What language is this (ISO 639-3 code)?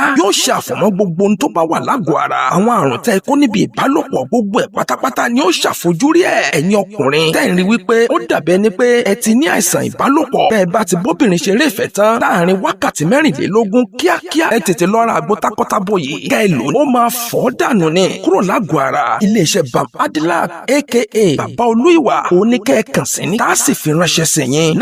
yor